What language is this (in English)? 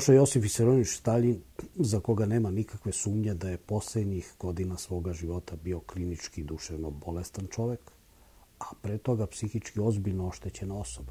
Serbian